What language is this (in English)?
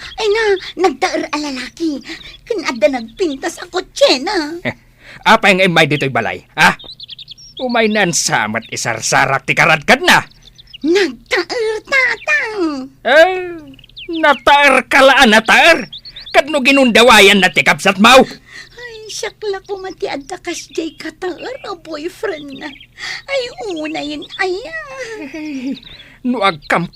Iloko